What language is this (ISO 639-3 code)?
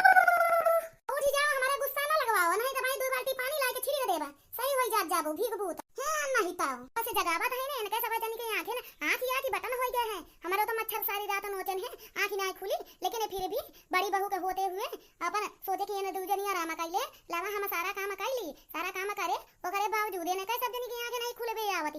awa